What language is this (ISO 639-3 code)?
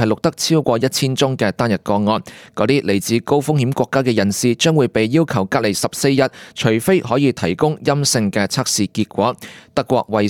yue